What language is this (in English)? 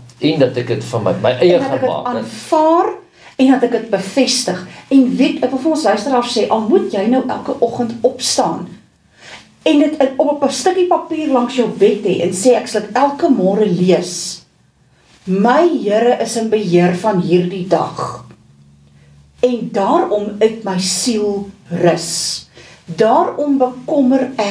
Afrikaans